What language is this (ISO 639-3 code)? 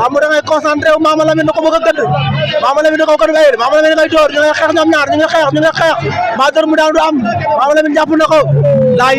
wol